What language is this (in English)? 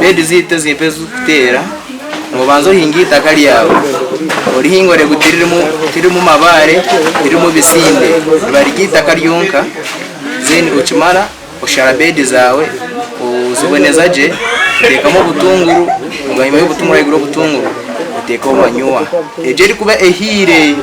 Nyankole